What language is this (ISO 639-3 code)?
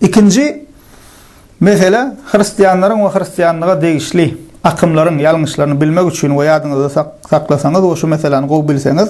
tuk